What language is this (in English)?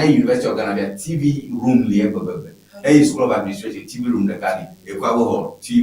Ewe